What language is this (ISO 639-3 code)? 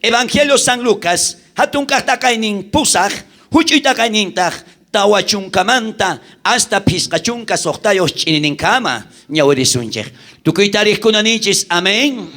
quh